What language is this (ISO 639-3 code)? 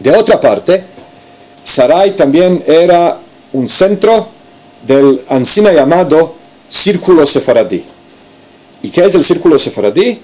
lad